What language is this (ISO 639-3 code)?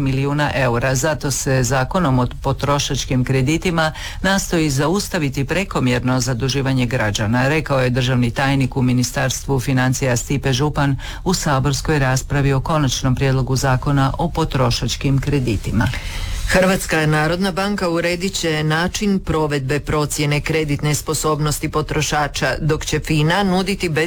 hrv